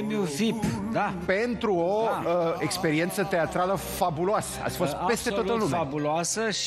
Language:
Romanian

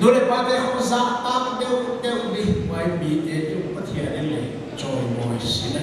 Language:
Paite Chin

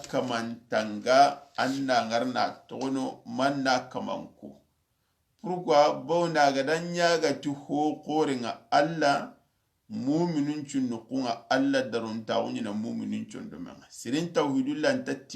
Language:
Soninke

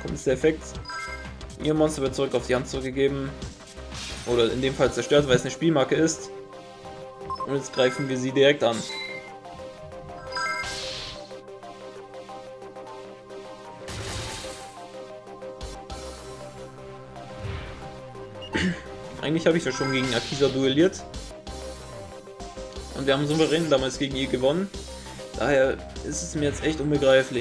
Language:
German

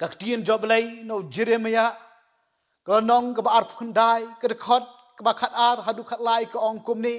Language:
Khasi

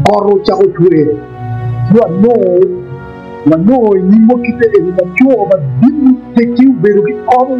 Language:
Acoli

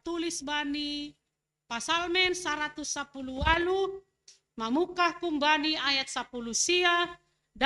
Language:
Batak Simalungun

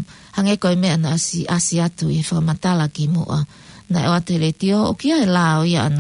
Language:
Tongan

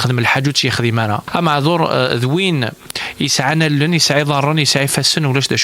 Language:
Kabyle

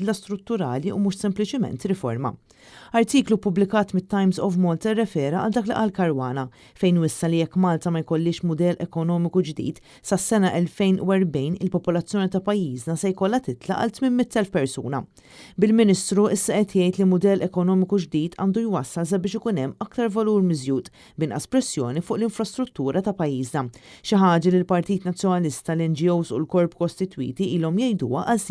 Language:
Maltese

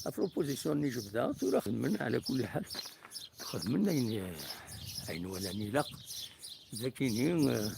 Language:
Kabyle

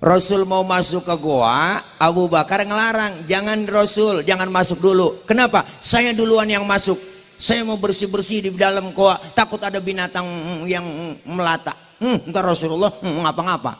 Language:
Betawi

